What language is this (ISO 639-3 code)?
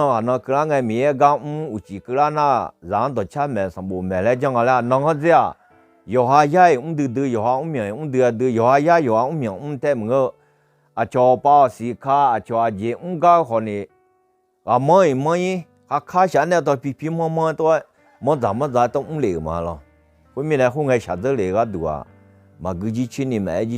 ahk